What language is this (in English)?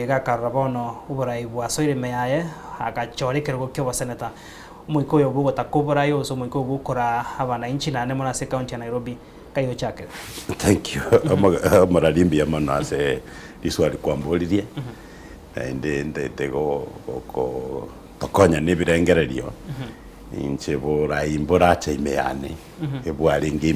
Gusii